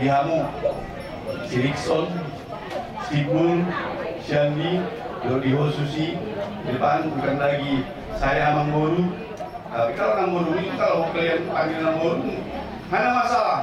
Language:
Batak Toba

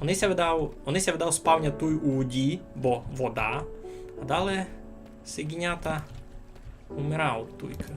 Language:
Rusyn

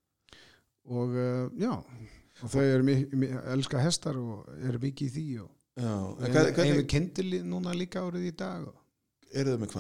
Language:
Icelandic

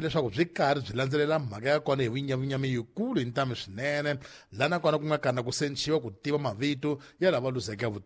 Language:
Tsonga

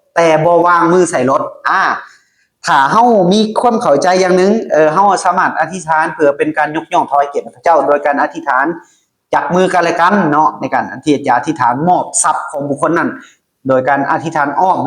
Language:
Lao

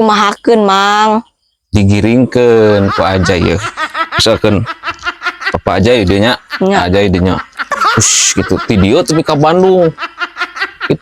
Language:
Sundanese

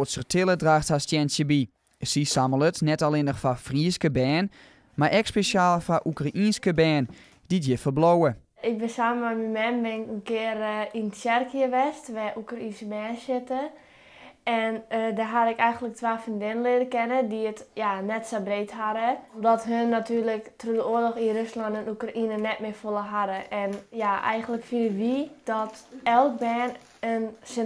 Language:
Western Frisian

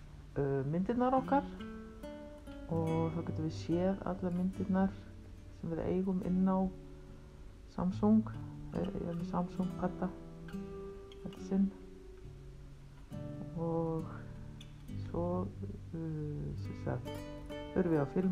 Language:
Icelandic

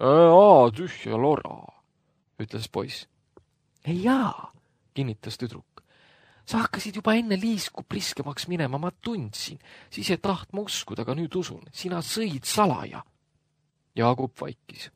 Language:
Estonian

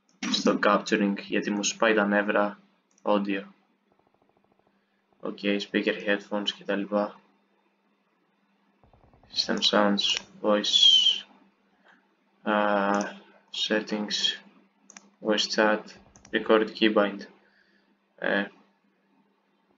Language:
Greek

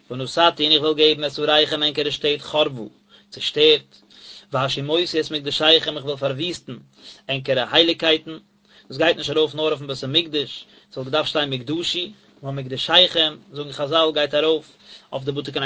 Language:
Yiddish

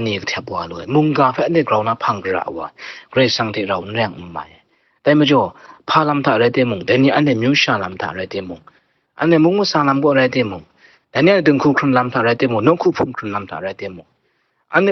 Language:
Kachin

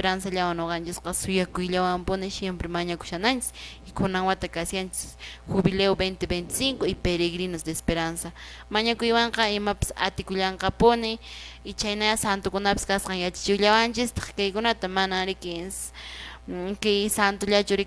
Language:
Quechua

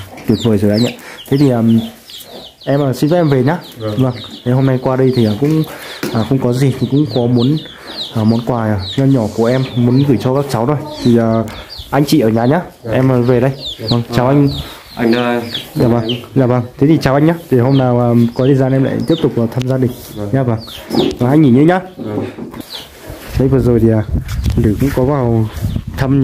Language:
Vietnamese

